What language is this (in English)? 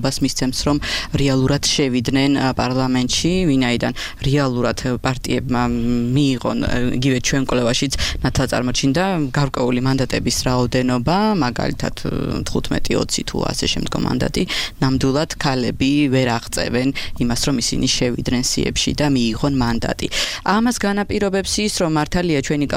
Georgian